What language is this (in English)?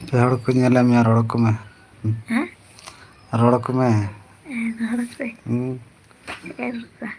Santali